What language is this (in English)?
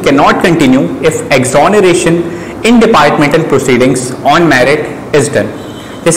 Hindi